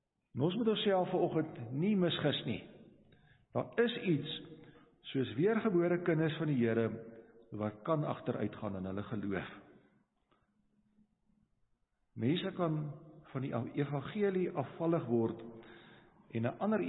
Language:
Afrikaans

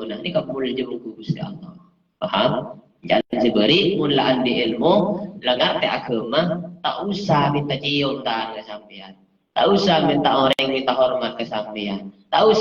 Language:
Madurese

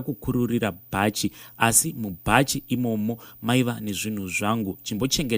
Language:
Shona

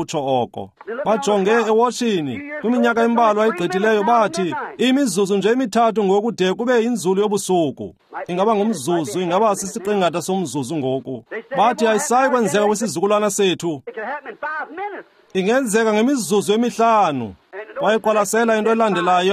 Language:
Xhosa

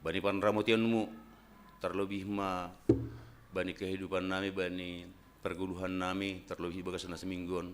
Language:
Batak Simalungun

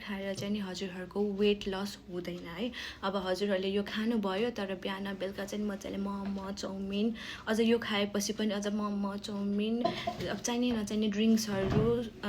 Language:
Nepali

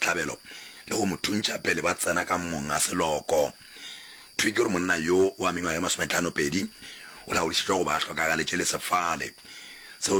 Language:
Northern Sotho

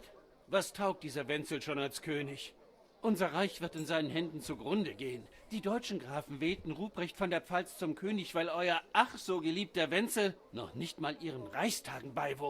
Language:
Bavarian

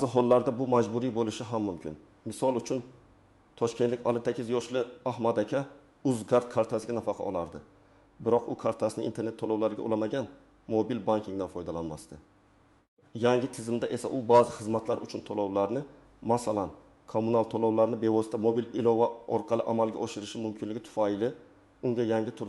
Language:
Uzbek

